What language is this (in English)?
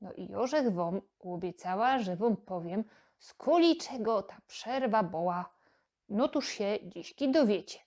Silesian